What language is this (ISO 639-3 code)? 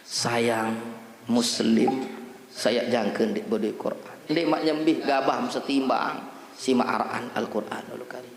sas